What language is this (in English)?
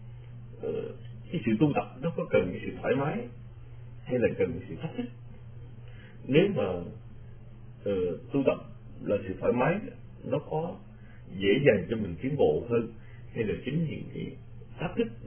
Vietnamese